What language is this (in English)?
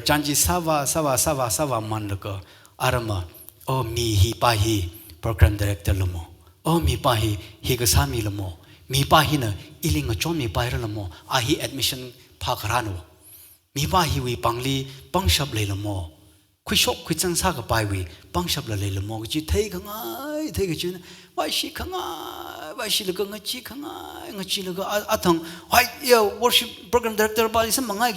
Tangkhul Naga (India)